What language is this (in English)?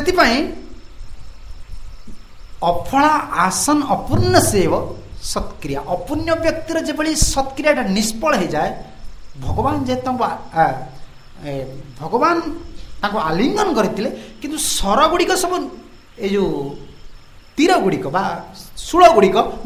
Odia